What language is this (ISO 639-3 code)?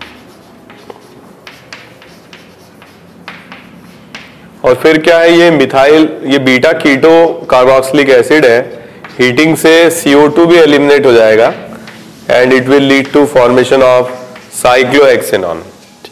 hin